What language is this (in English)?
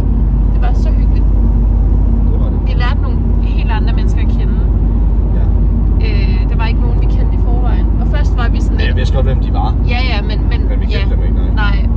Danish